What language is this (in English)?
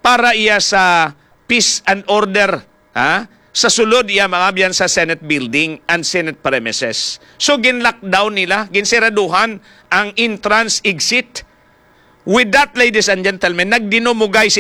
Hiligaynon